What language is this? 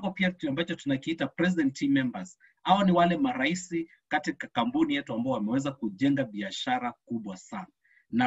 Swahili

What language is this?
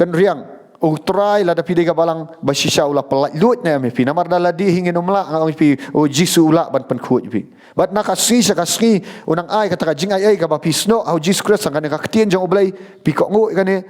Khasi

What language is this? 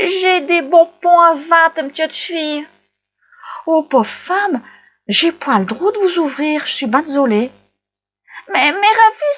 Picard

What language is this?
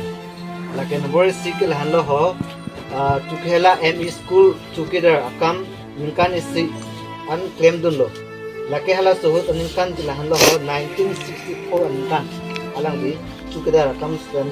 Karbi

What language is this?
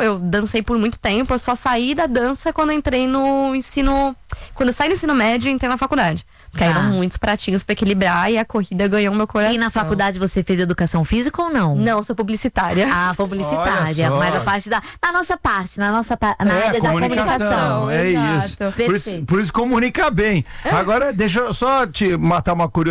Portuguese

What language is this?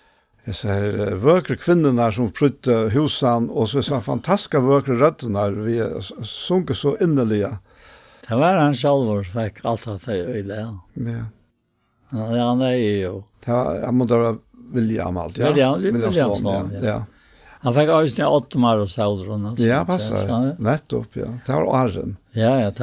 Faroese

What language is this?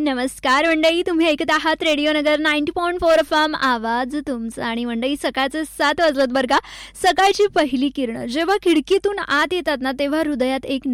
Marathi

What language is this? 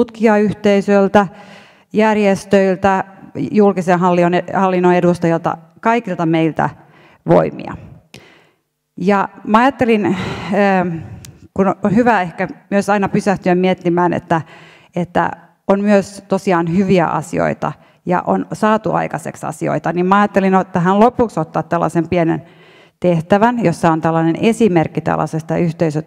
Finnish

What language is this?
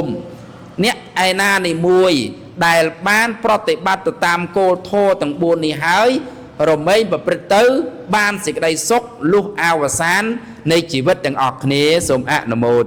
Khmer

